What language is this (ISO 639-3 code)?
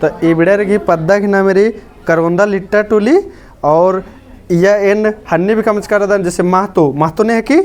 kru